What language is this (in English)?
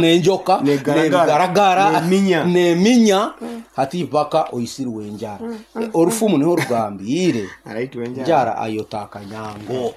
Nyankole